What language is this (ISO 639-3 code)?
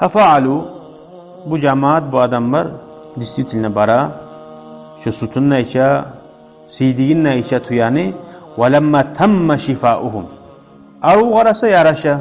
kum